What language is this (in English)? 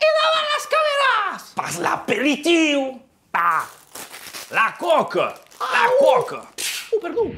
Occitan